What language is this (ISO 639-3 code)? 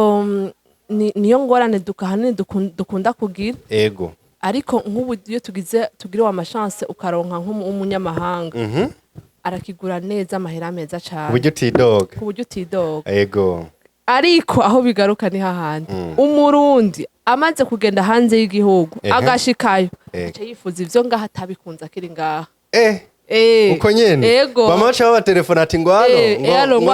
run